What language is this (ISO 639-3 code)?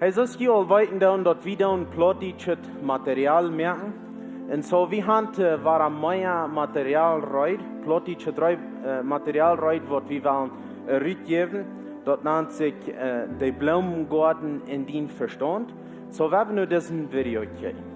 pdt